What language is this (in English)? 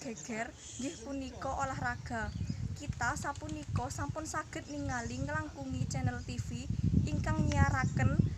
Javanese